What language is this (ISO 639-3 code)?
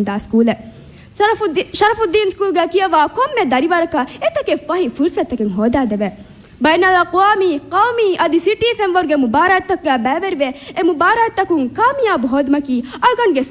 div